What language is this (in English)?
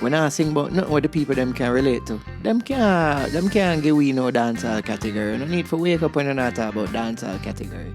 Jamaican Creole English